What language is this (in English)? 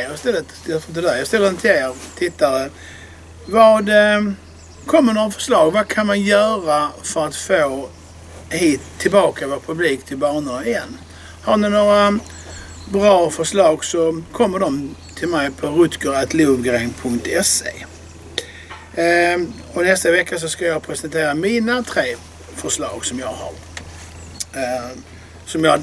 Swedish